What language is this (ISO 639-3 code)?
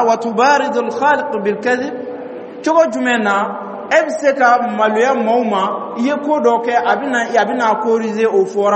dyu